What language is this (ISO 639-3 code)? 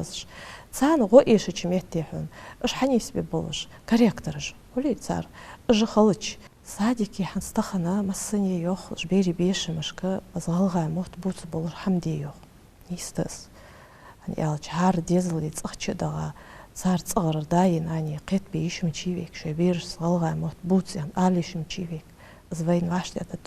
inh